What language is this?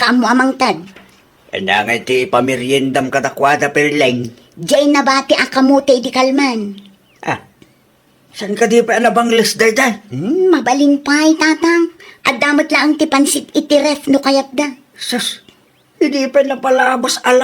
Iloko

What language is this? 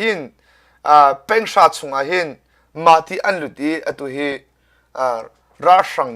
Hakha Chin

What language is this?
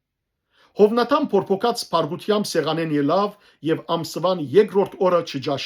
Western Armenian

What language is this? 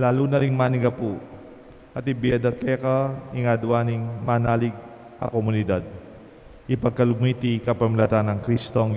Pampanga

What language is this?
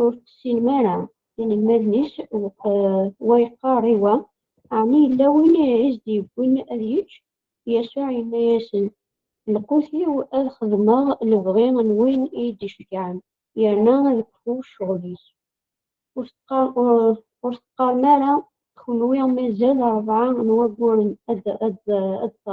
Kabyle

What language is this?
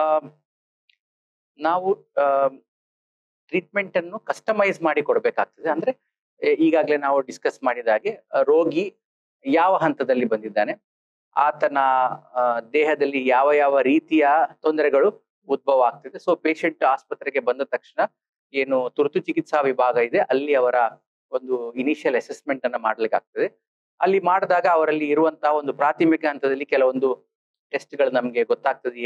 Kannada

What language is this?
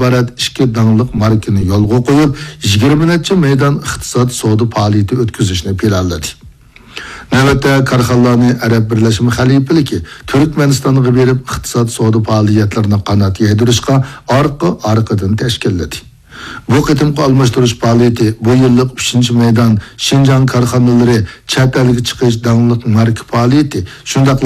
Uyghur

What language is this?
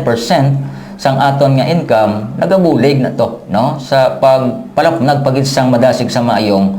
Hiligaynon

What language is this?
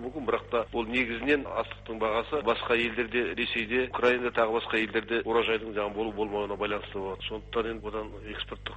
Kazakh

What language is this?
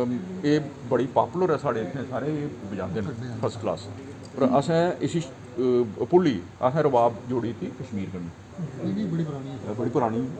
Dogri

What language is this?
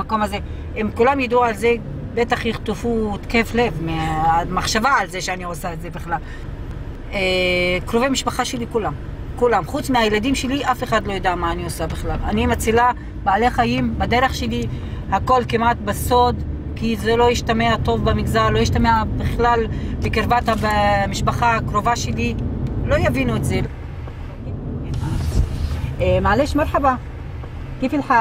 Hebrew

